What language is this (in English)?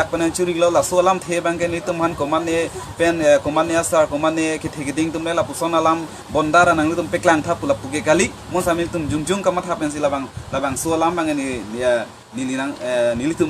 Karbi